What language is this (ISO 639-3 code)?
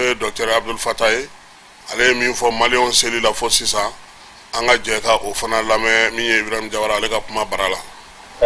bam